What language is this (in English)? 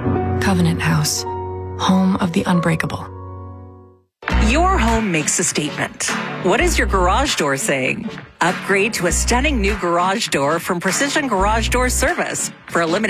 English